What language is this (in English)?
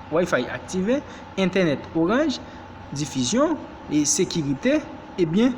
Haitian Creole